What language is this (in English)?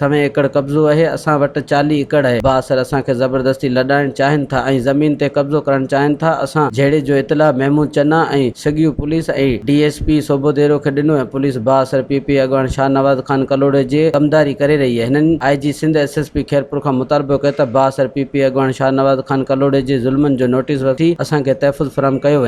Sindhi